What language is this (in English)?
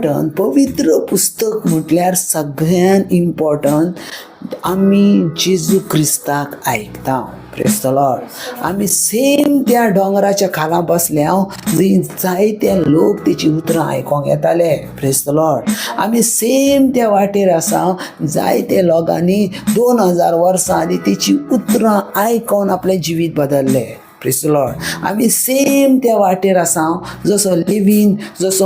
Konkani